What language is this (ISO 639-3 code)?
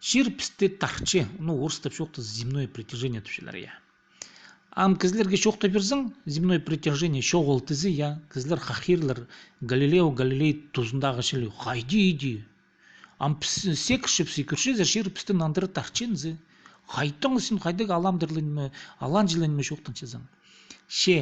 kjh